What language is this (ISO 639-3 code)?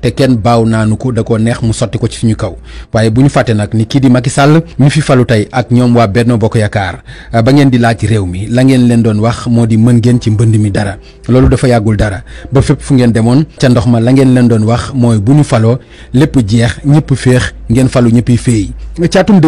wol